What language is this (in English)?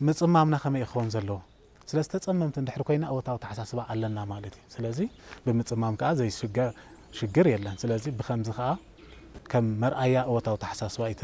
Tigrinya